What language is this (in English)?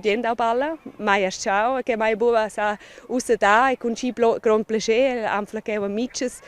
Romansh